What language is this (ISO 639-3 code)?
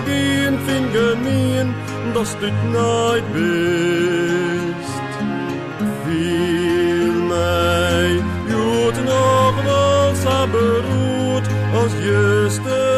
fry